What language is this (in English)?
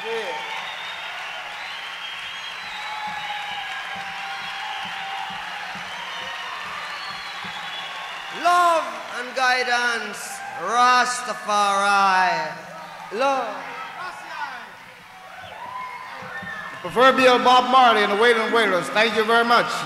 English